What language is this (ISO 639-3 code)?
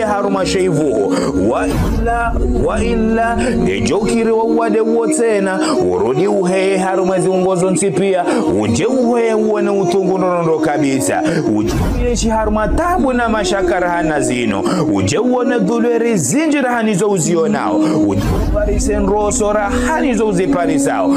zdj